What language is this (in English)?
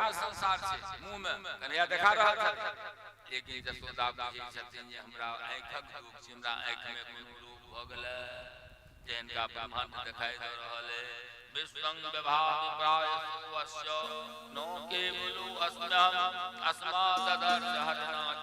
Maithili